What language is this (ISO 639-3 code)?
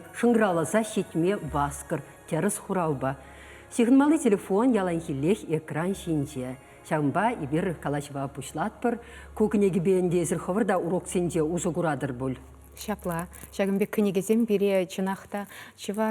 chv